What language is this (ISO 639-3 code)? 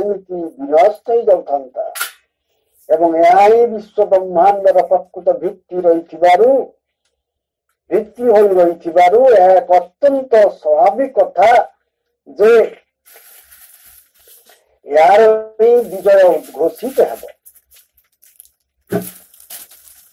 ori